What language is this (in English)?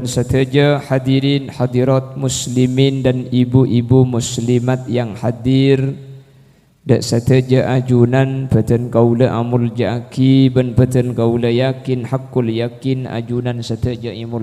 Madurese